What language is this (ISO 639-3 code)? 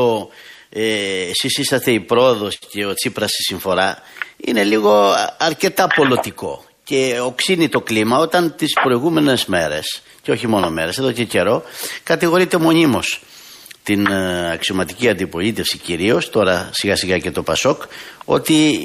ell